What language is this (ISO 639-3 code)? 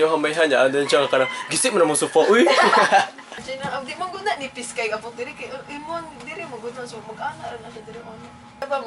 ceb